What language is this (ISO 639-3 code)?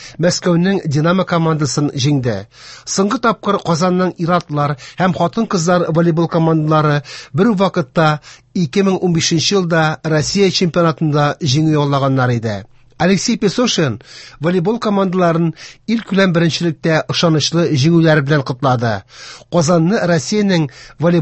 tat